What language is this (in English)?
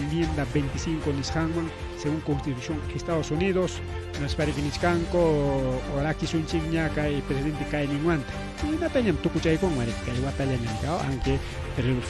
Ayacucho Quechua